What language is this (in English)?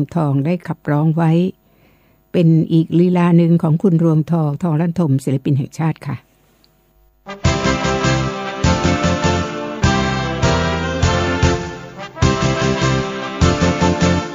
Thai